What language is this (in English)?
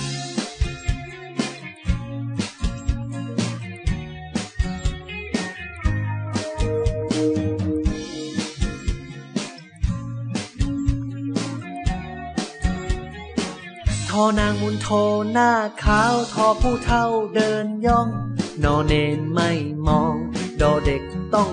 Thai